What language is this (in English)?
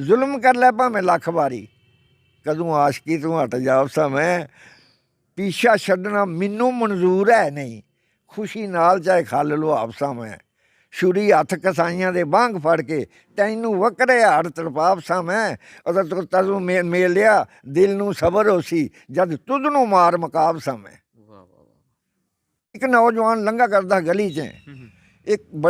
Dogri